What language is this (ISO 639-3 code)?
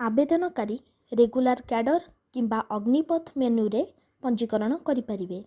ori